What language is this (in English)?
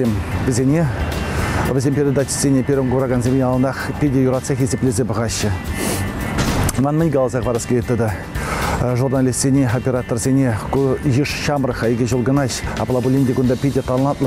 Chuvash